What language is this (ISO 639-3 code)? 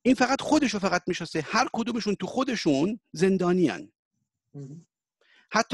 fas